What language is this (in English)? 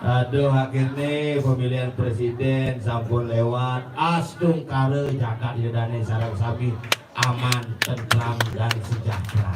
Balinese